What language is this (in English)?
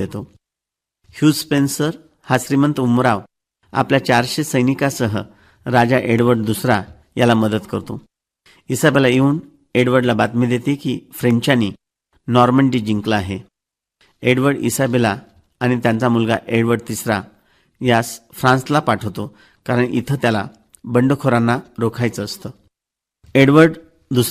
Marathi